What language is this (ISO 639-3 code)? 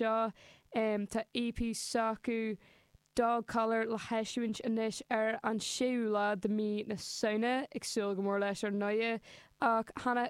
gle